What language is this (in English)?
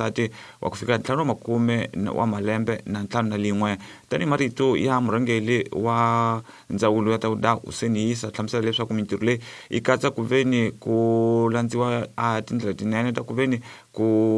Tsonga